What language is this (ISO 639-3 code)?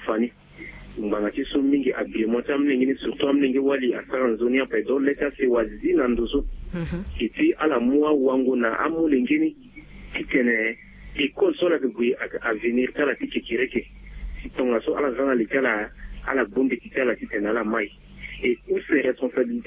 sag